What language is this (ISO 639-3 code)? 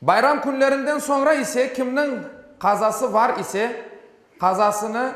crh